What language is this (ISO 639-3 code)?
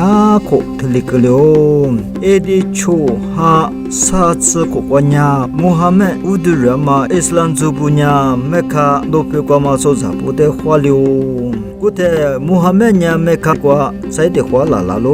lis